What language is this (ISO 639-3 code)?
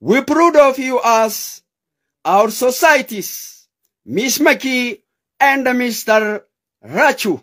orm